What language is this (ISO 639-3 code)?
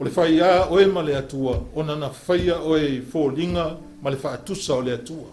smo